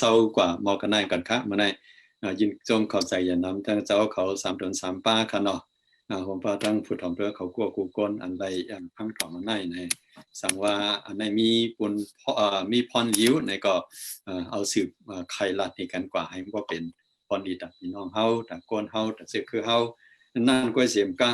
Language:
Shan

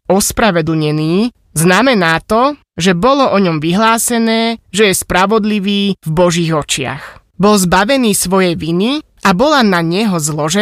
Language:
Slovak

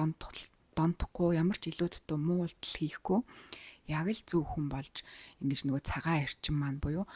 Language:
Mongolian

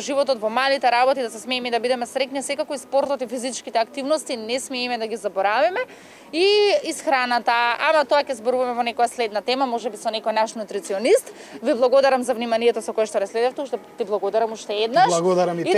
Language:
Macedonian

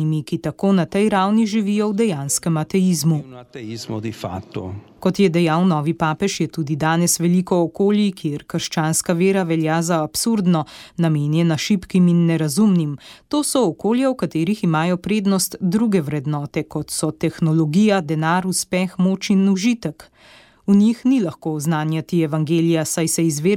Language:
Slovenian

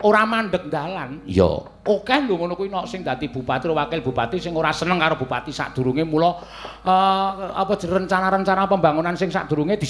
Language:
Javanese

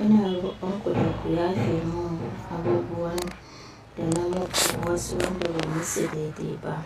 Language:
Hausa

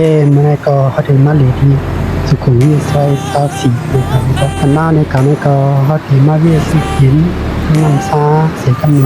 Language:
Shan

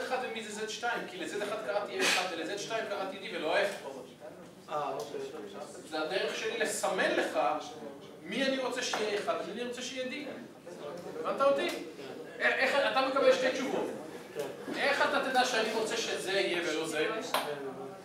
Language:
Hebrew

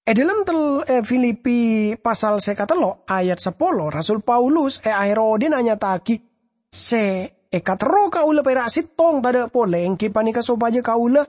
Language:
Madurese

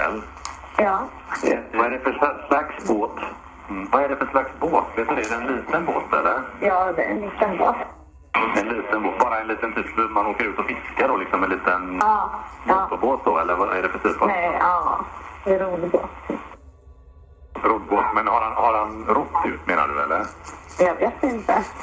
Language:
Swedish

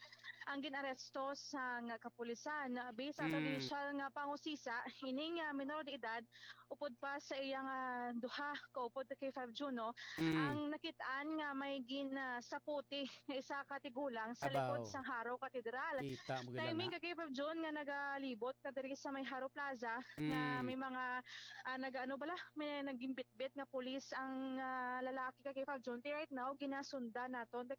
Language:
Hiligaynon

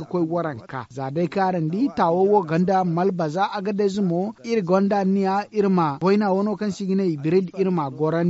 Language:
Zarma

